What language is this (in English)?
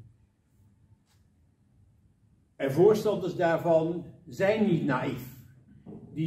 Dutch